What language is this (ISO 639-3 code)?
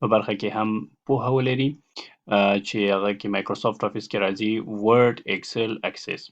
pus